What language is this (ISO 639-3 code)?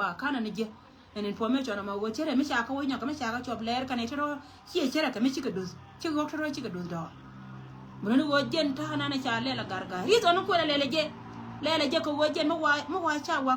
nus